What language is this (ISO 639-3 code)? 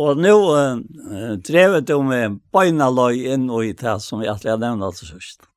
fao